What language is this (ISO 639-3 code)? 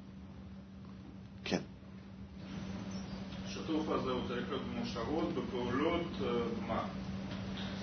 heb